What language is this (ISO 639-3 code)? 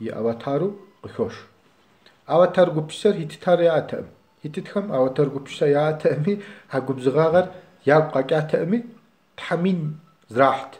kbd